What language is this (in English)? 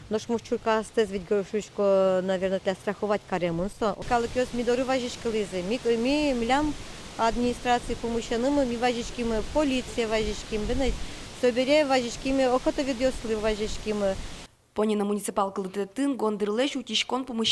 Udmurt